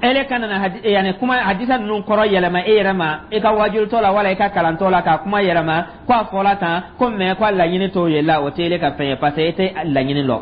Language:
Dyula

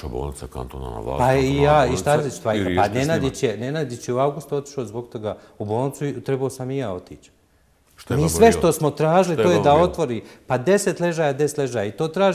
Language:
Bosnian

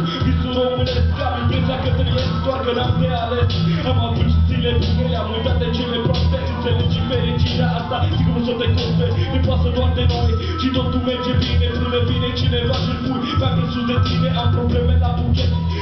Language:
Romanian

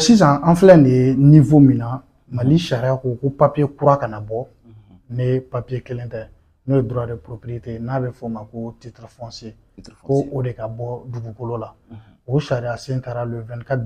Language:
Bambara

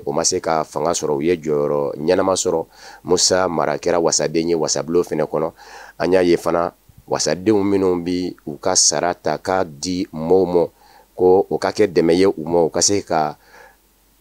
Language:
Bambara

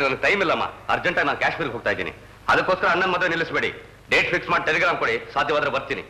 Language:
Kannada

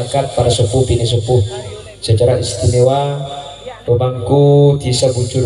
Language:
Madurese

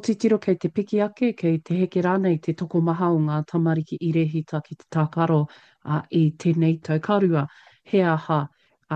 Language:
Māori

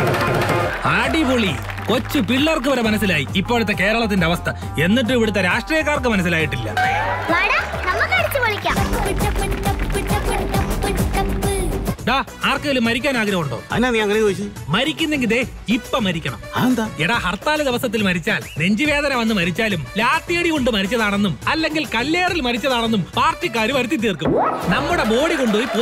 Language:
Malayalam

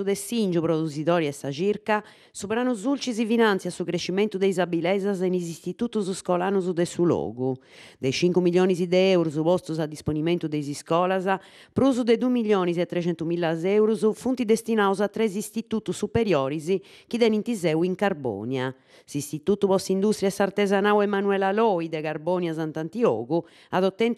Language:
Sardinian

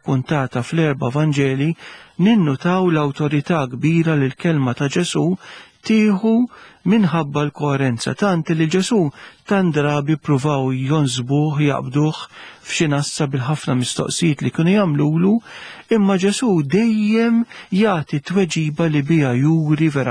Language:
Maltese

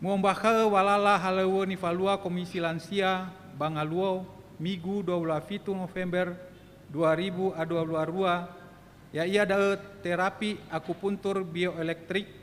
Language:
Nias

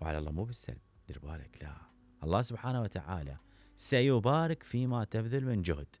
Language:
Mesopotamian Arabic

